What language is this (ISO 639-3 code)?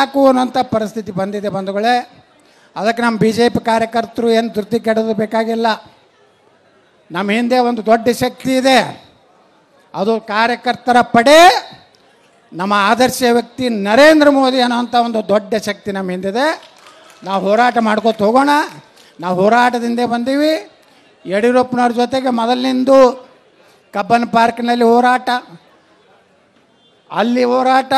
kan